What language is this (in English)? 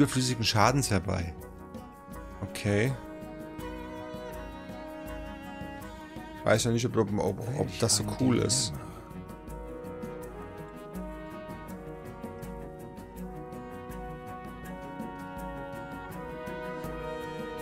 German